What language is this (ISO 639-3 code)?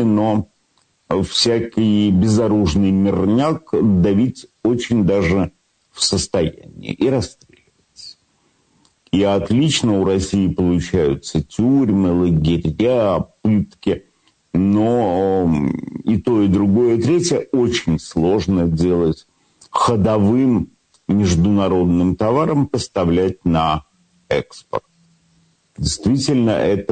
rus